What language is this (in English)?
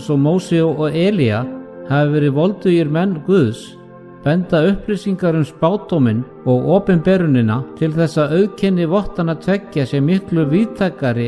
Icelandic